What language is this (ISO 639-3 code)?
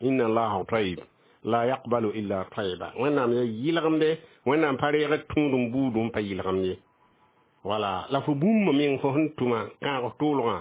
mos